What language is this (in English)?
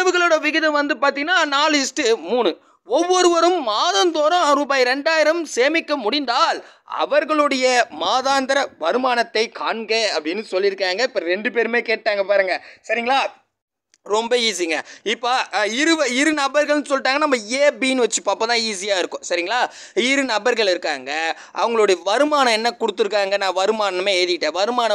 Tamil